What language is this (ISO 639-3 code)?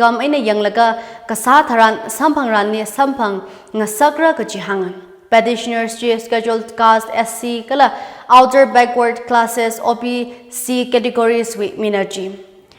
nmf